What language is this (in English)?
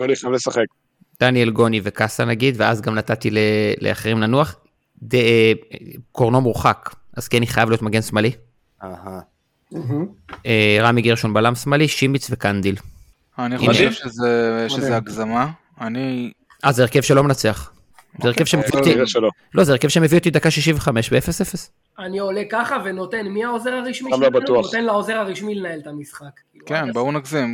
Hebrew